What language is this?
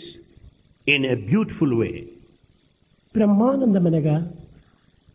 Telugu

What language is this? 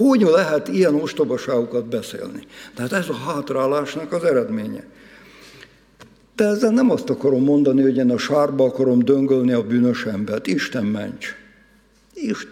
Hungarian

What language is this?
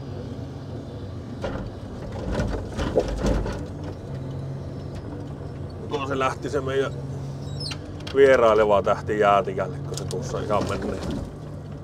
Finnish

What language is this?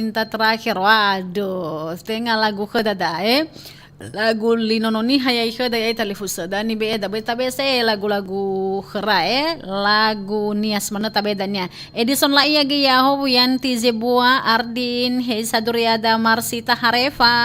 Nias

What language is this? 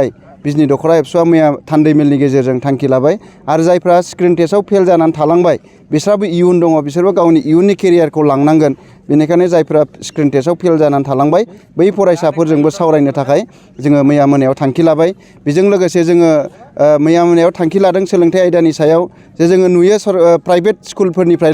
Bodo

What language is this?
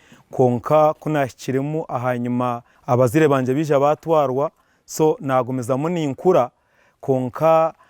Nyankole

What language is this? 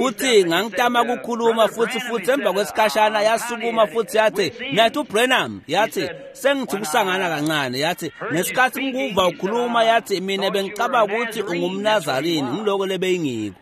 Swati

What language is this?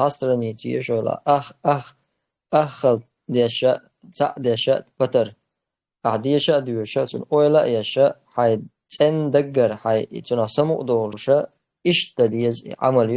Chechen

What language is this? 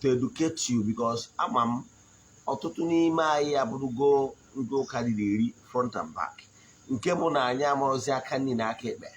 Igbo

